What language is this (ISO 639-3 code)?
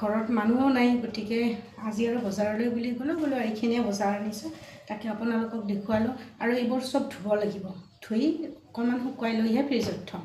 asm